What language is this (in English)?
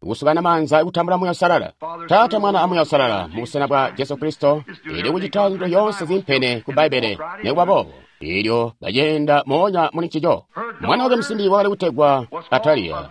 Tonga (Zambia)